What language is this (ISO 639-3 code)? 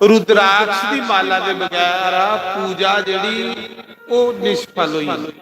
doi